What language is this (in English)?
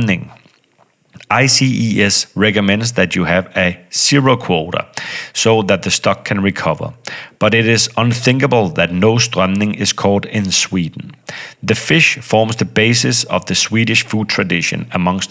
Danish